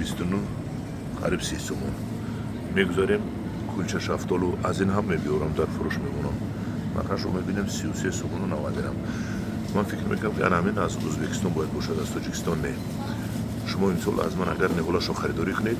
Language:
Tajik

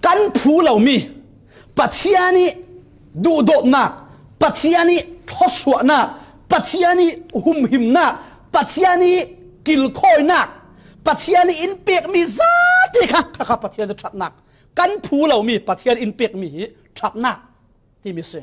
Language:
Falam Chin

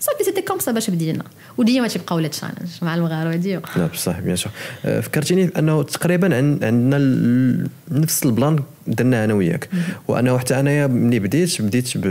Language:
Moroccan Arabic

